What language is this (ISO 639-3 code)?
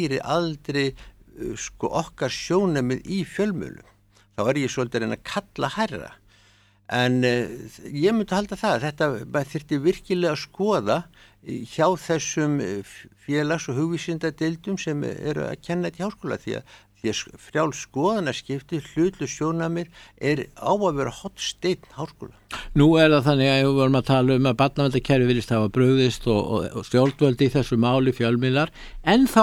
isl